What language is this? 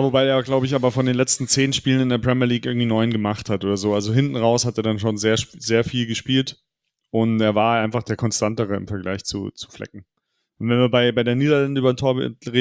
German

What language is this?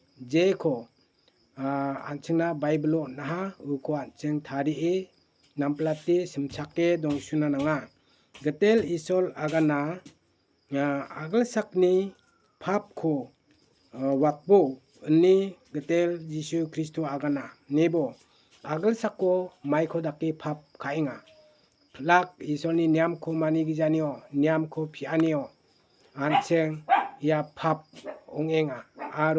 Garo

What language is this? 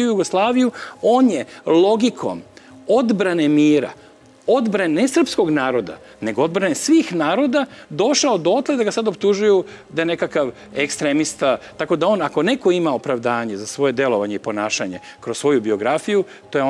Serbian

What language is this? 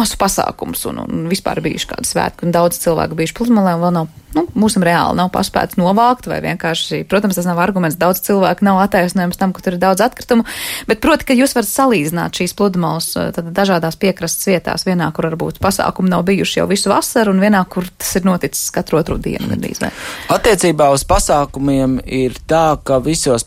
Latvian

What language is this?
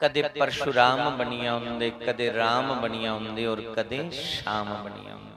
Dogri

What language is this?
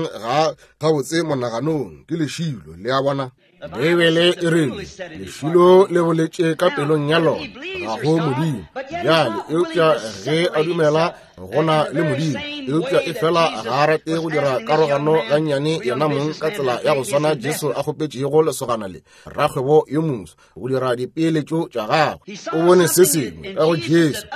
Northern Sotho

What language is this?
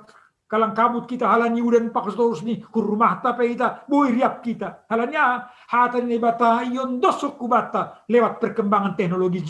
Batak Simalungun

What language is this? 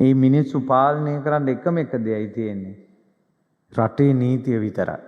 Sinhala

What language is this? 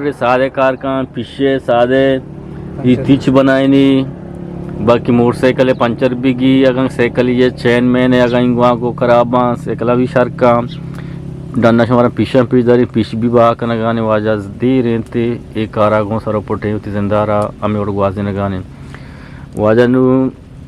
Eastern Balochi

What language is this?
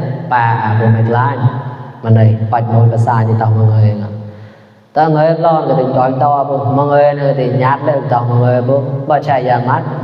Mon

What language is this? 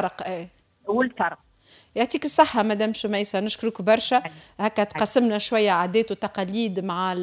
Tunisian Arabic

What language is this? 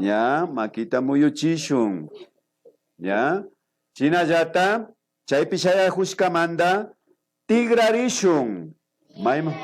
Imbabura Highland Quichua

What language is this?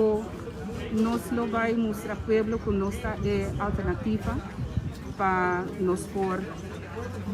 Papiamento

